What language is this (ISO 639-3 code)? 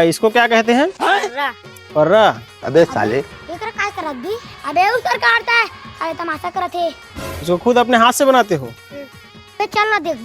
hne